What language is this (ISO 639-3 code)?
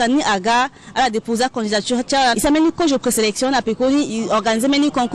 sag